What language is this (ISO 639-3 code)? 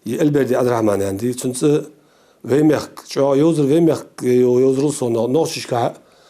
inh